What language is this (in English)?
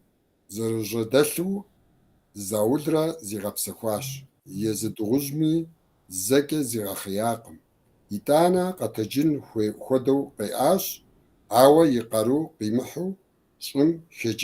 Kabardian